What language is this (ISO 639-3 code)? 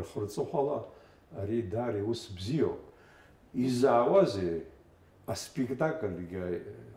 abk